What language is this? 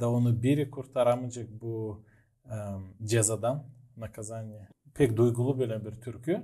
Gagauz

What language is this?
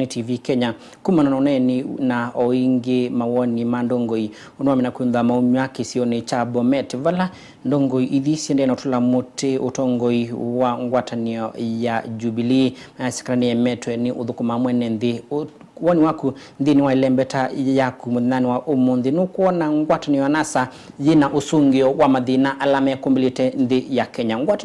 Kamba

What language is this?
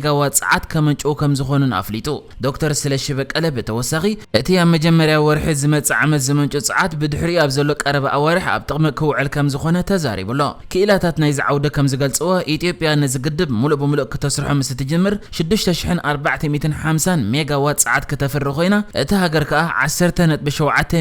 Tigrinya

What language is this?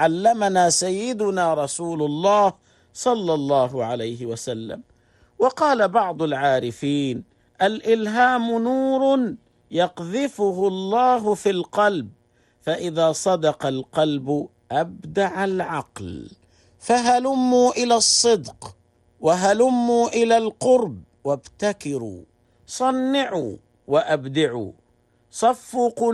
Arabic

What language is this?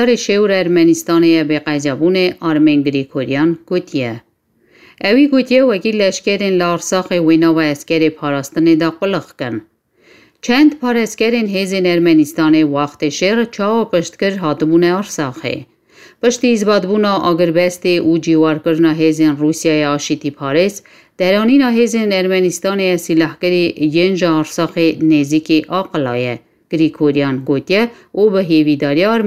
Kurdish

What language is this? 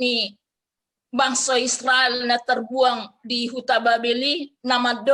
Batak Toba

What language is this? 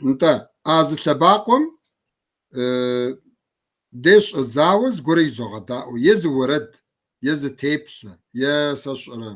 Kabardian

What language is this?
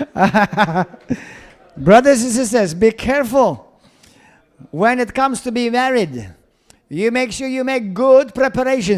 English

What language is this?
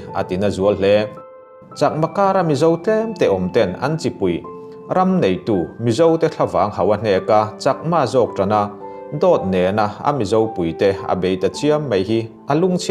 Mizo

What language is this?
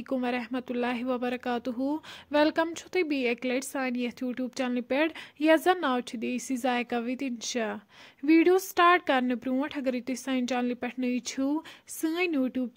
Kashmiri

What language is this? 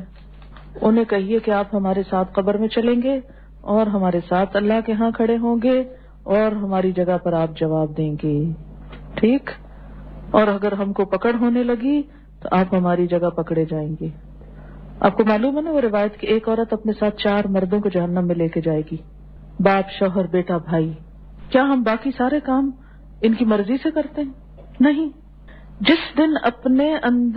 Urdu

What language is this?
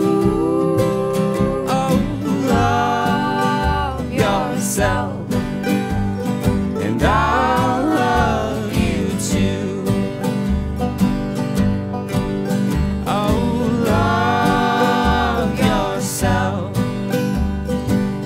English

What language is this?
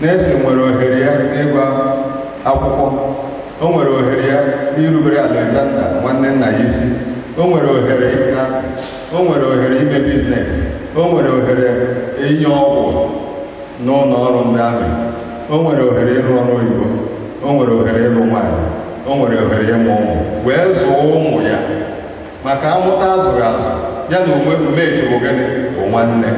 Igbo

